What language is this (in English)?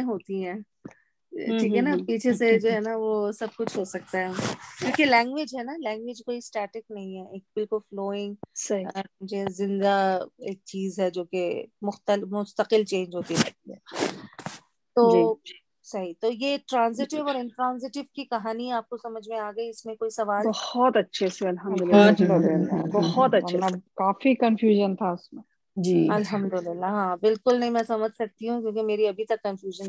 Urdu